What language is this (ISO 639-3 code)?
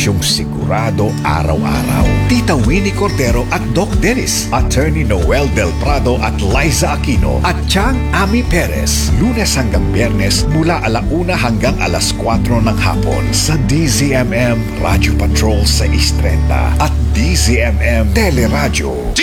fil